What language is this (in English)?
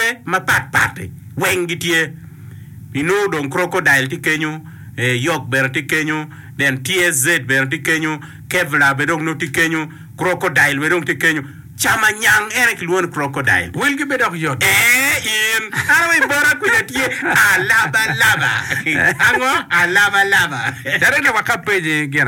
Acoli